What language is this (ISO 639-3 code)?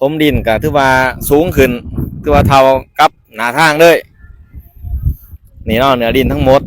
lao